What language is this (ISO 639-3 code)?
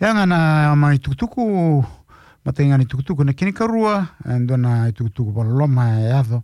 fij